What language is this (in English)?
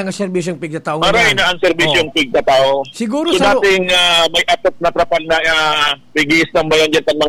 Bikol